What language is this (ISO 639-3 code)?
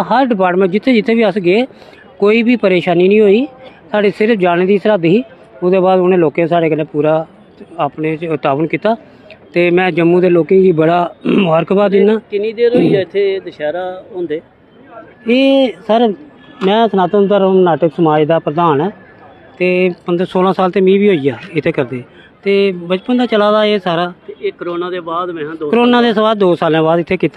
doi